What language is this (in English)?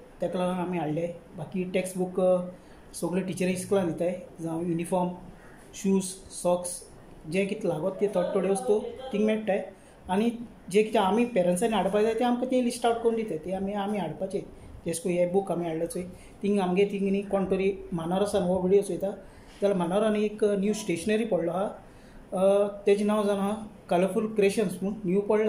Konkani